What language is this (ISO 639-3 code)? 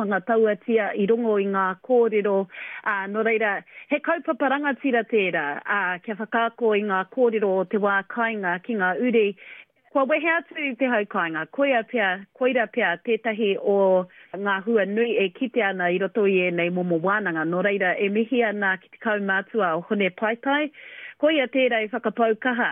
mri